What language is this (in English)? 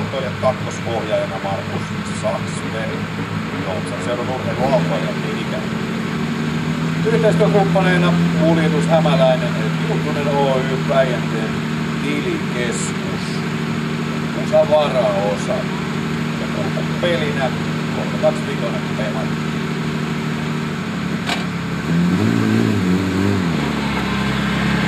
Finnish